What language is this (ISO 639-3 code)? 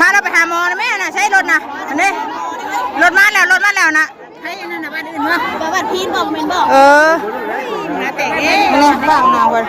tts